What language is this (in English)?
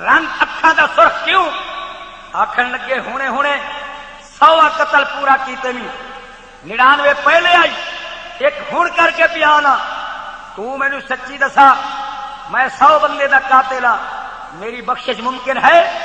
Saraiki